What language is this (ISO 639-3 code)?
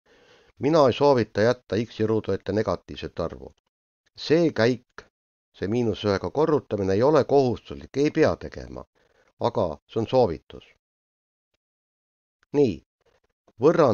est